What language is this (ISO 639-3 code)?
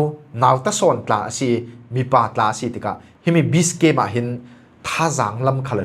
cfm